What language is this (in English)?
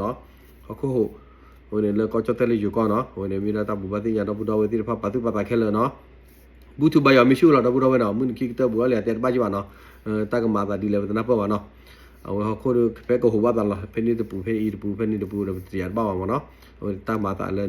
S'gaw Karen